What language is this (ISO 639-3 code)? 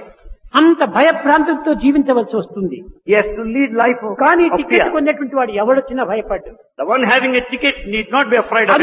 tel